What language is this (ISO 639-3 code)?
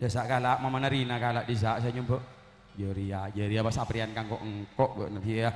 mad